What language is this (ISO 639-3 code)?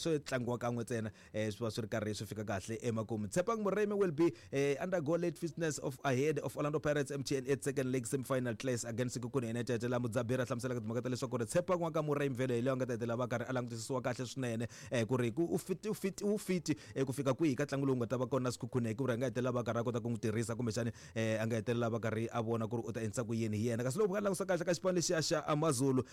tso